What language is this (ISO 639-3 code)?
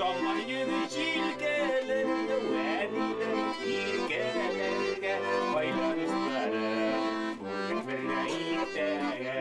bak